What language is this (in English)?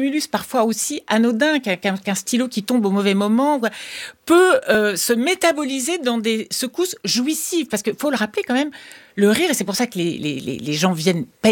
French